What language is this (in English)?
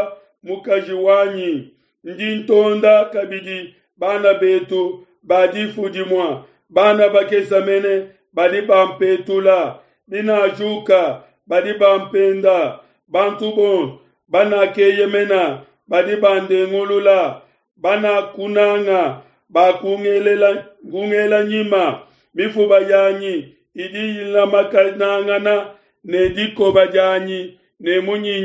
Luba-Lulua